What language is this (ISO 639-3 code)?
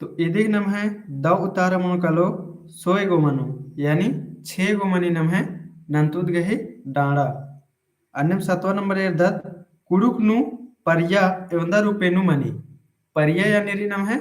kru